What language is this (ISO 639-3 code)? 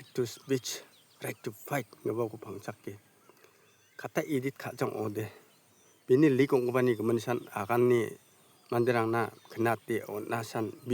grt